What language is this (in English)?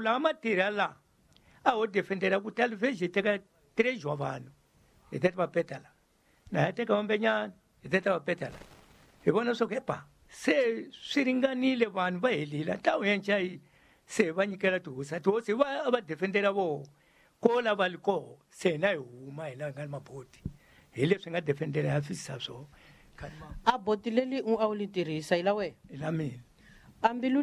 Tsonga